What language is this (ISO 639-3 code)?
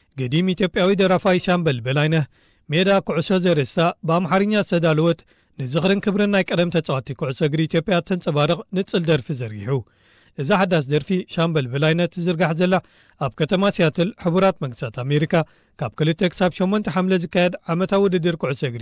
tir